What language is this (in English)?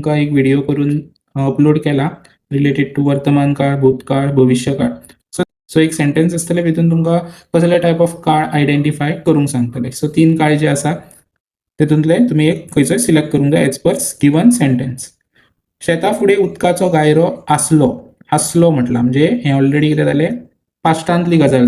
Konkani